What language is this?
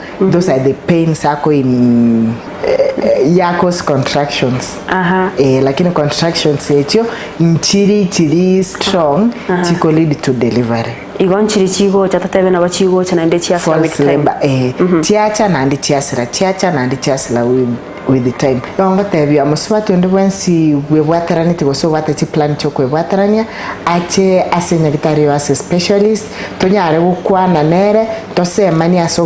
Gusii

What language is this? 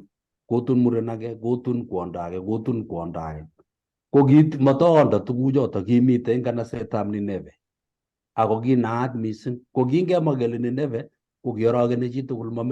Kalenjin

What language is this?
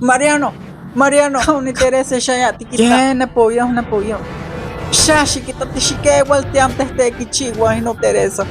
Isthmus-Mecayapan Nahuatl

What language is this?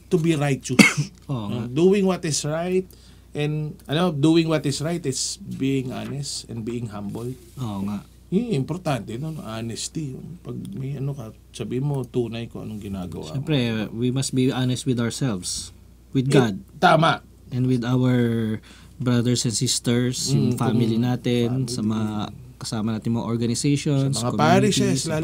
Filipino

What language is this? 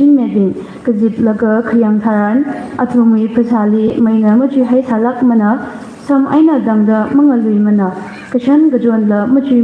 Tangkhul Naga (India)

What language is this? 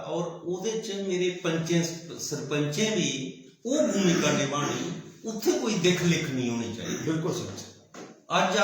Dogri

